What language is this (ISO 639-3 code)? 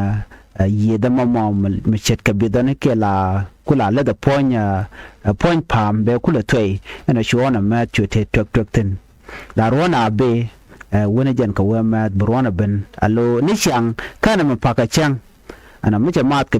nus